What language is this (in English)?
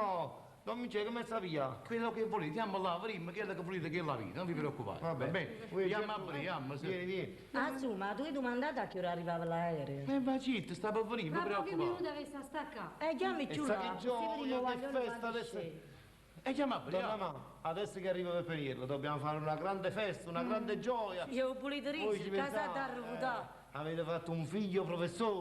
Neapolitan